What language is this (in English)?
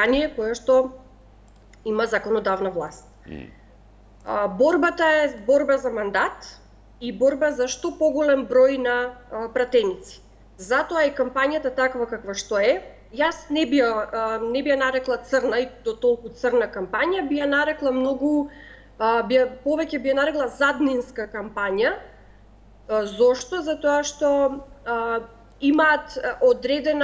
Macedonian